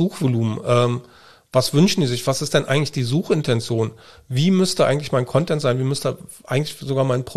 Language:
German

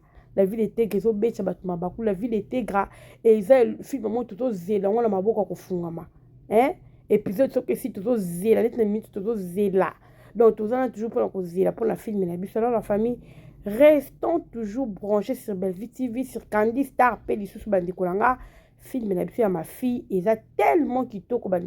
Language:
Lingala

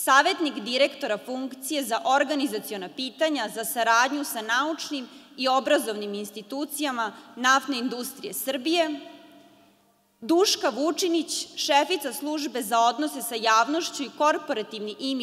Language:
Serbian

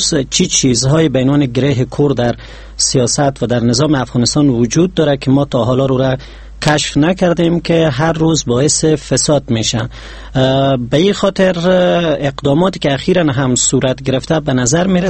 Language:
Persian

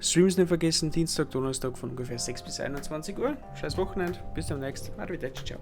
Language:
Bavarian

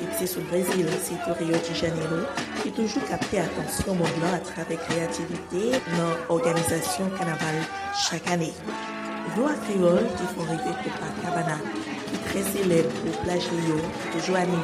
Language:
Haitian Creole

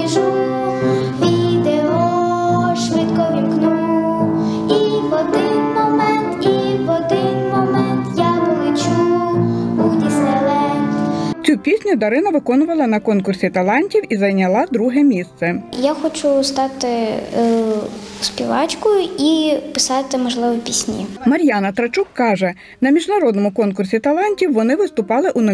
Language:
Ukrainian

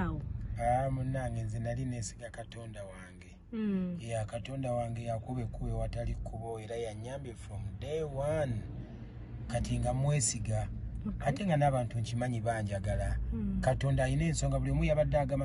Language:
Ganda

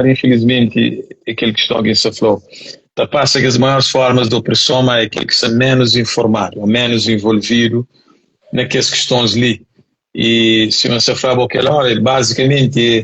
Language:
Kabuverdianu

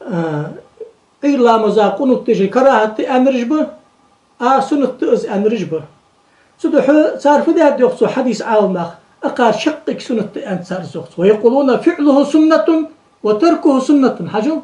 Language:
Ingush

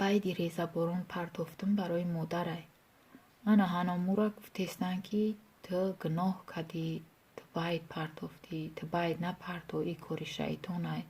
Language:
Tajik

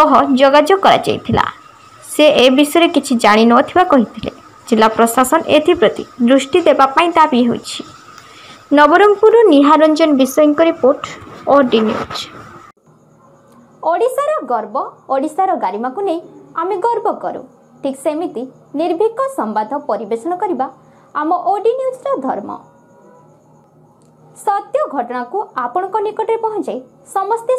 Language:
Odia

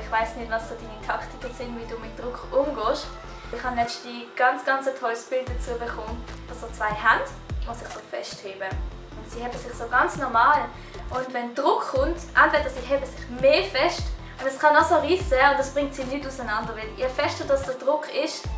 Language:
Swiss German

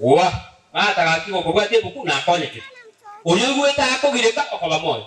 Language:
Gusii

